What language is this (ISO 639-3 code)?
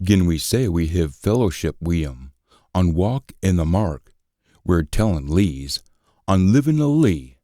sco